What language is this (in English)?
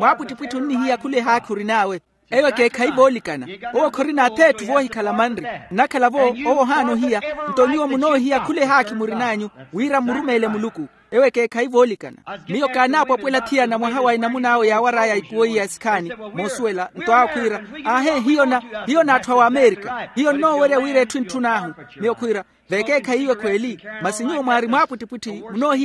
Makhuwa